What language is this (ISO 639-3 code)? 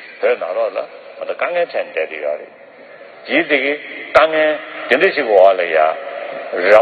bod